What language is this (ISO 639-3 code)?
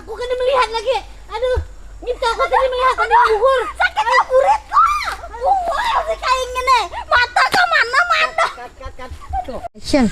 bjn